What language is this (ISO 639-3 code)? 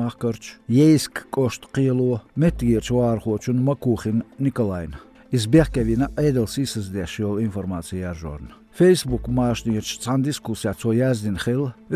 che